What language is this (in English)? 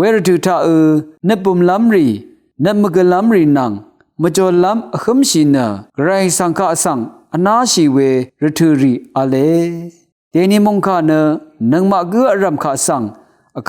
Rawang